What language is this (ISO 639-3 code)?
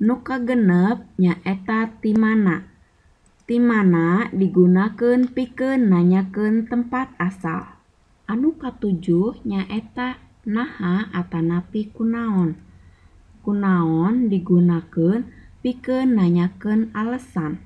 sun